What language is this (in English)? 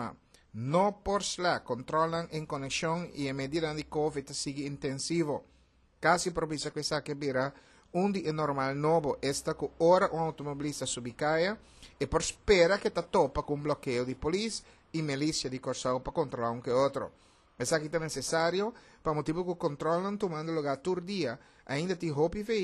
Papiamento